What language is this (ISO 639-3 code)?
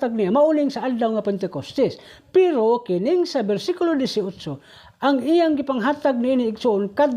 ceb